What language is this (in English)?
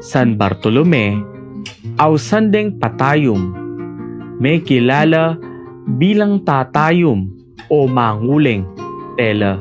Pampanga